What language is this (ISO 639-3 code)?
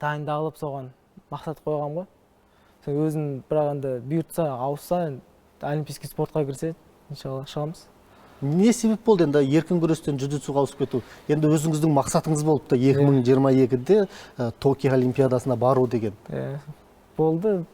kaz